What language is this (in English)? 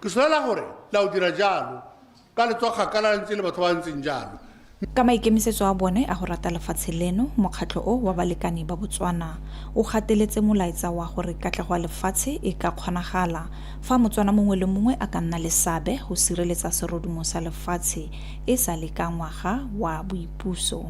Tswana